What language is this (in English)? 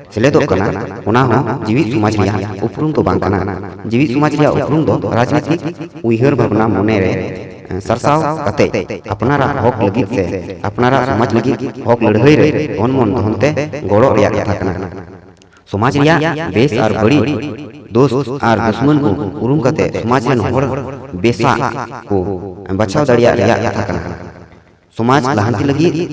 Santali